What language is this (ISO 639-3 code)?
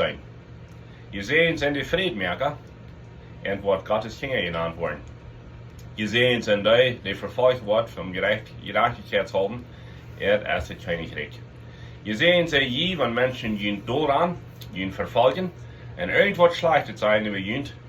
pdt